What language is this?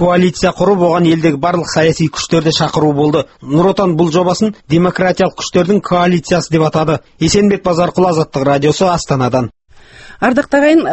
Kazakh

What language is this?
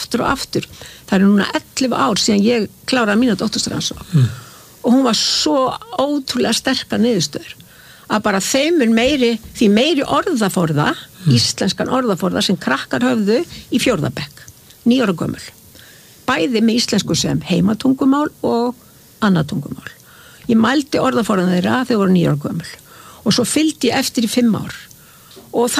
Icelandic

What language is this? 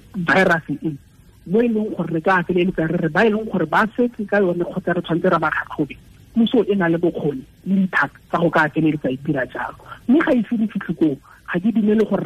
Tswana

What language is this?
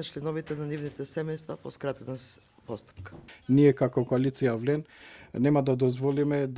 Macedonian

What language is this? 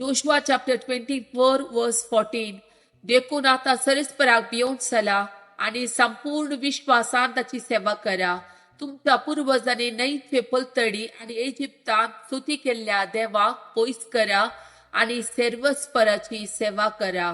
Konkani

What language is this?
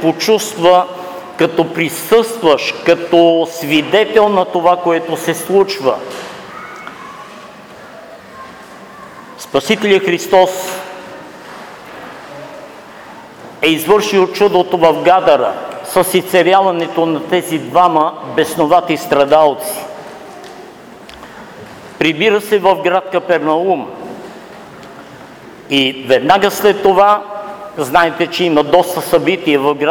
Bulgarian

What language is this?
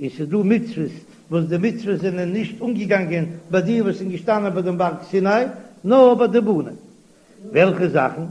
Yiddish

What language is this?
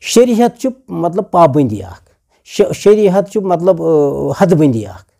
Kashmiri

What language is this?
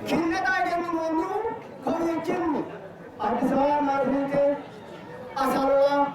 Sidamo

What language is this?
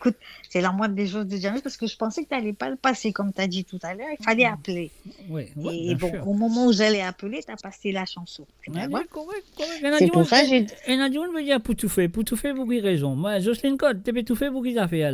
Morisyen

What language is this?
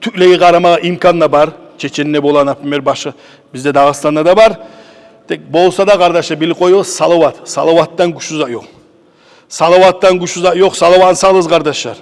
Kumyk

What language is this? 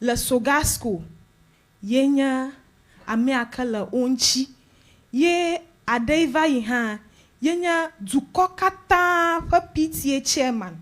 Ewe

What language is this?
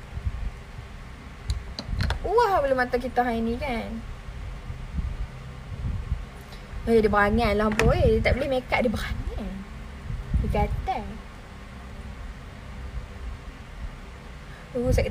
Malay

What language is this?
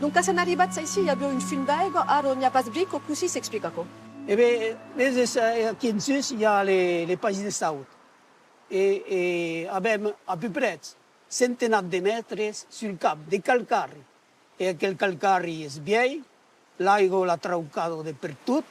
Occitan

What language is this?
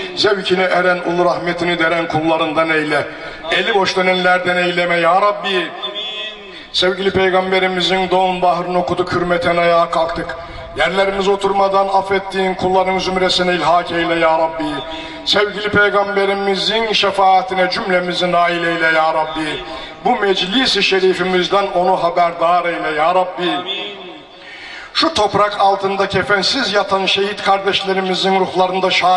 Turkish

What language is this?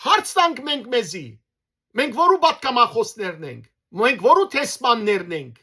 Western Armenian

